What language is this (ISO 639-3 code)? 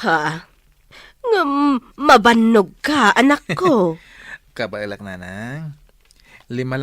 ilo